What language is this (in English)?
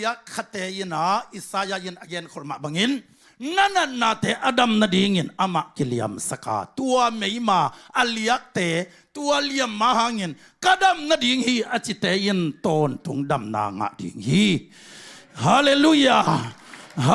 Tedim Chin